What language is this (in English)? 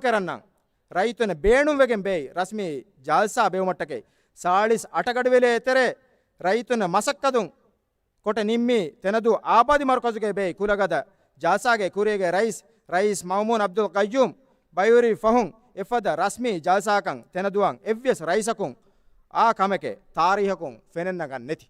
Divehi